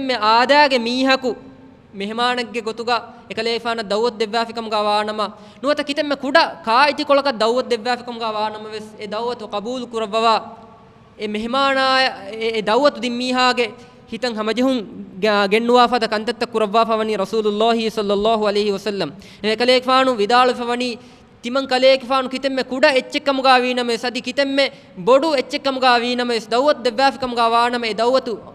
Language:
Divehi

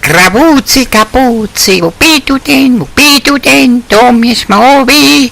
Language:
Bavarian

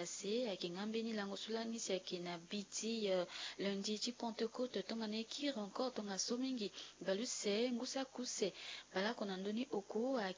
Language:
Sango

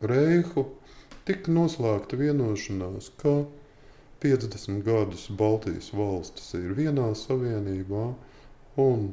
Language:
Latvian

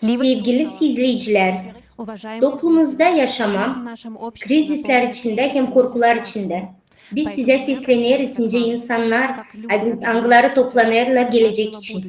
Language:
Gagauz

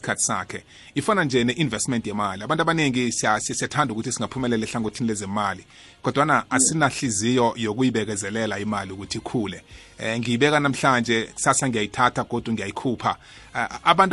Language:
South Ndebele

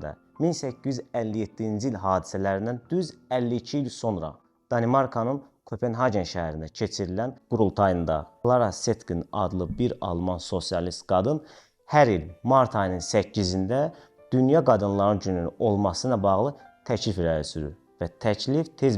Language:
Azerbaijani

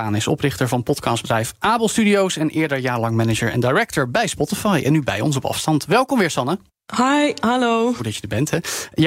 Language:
Dutch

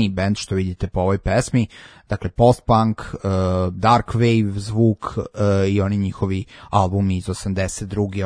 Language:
Serbian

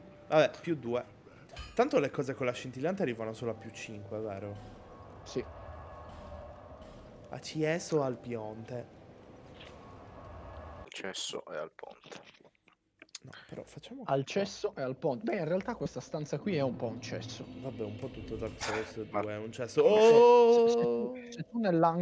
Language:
Italian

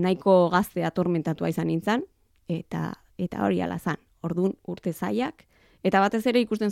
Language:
Basque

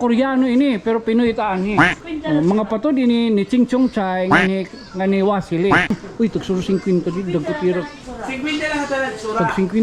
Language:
Waray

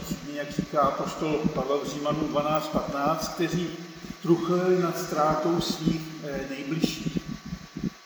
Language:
Czech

